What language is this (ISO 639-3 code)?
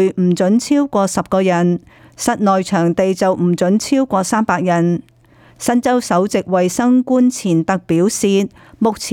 yue